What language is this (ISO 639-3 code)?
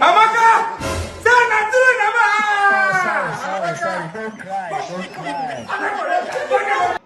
pcm